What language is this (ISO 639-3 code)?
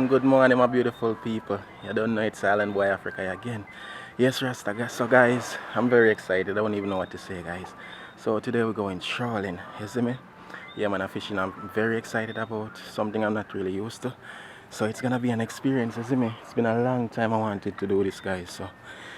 jam